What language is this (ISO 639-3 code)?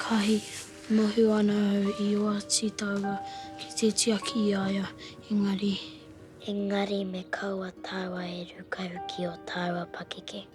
mri